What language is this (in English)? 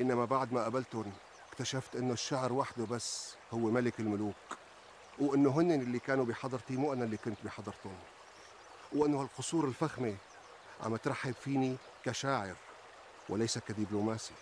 North Levantine Arabic